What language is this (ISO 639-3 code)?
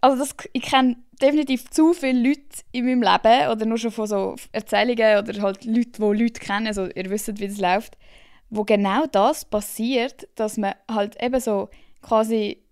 gsw